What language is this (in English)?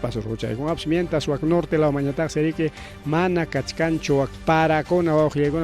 Ayacucho Quechua